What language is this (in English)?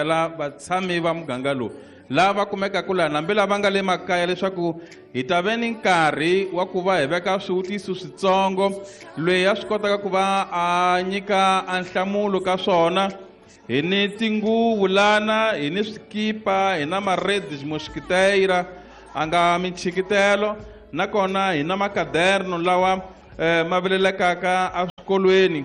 Tsonga